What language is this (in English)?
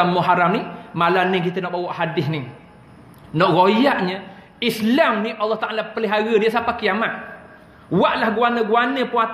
Malay